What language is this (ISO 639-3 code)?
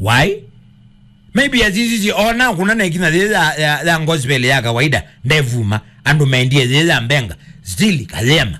kam